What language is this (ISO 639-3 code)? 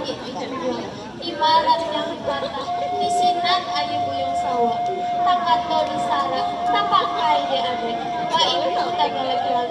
min